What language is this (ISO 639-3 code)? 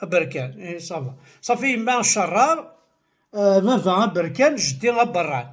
kab